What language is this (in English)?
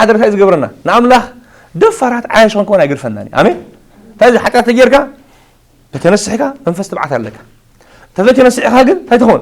Tigrinya